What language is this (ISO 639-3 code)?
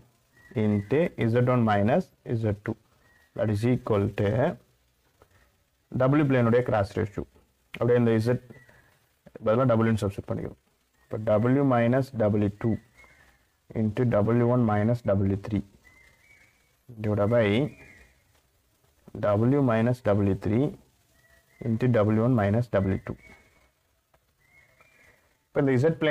tam